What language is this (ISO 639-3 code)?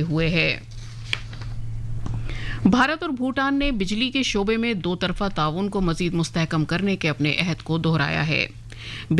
urd